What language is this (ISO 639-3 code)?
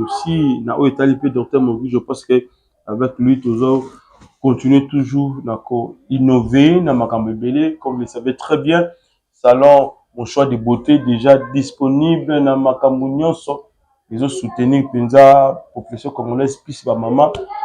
lin